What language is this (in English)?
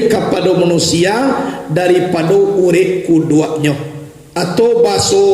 Minangkabau